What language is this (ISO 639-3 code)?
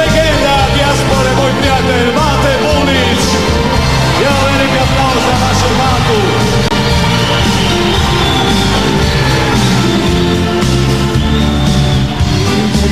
hrv